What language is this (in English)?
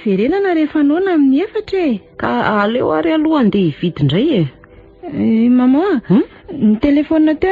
Malagasy